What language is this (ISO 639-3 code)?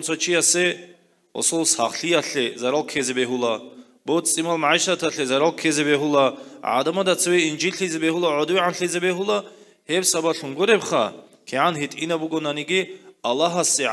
ava